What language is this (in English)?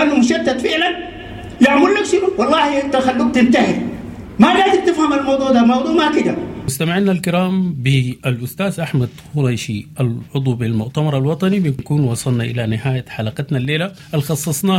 Sudanese Arabic